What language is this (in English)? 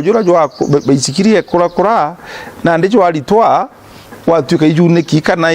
Meru